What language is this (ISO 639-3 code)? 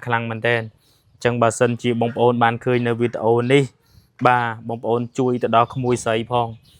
khm